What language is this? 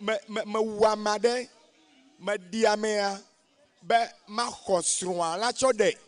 Ewe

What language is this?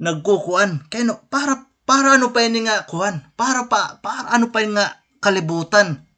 Waray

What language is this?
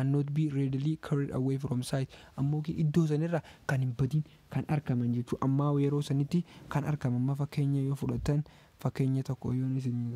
Oromo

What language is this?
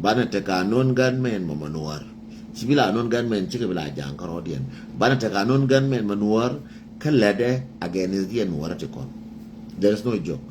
Nuer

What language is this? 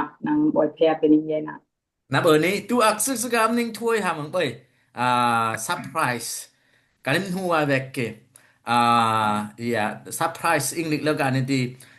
Dimasa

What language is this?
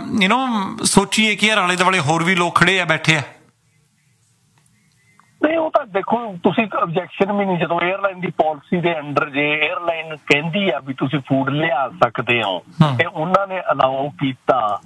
Punjabi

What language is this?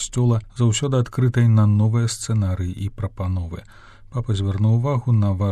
Belarusian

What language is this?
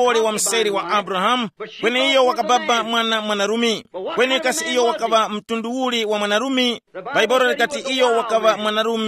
Tumbuka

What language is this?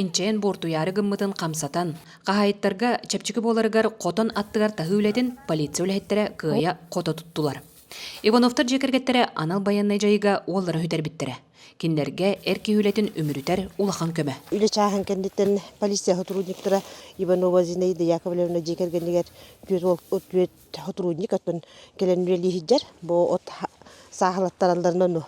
Yakut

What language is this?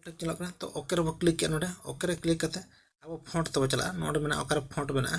Santali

